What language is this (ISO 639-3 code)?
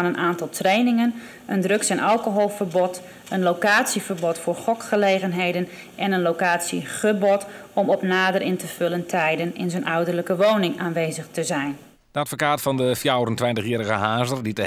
fry